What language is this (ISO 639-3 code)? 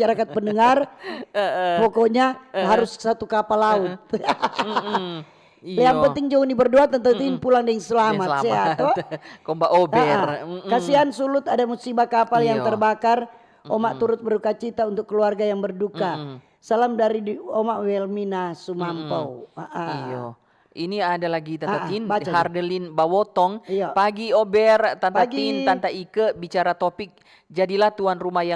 xmm